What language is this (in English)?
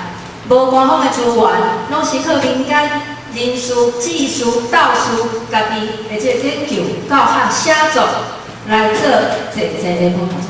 Min Nan Chinese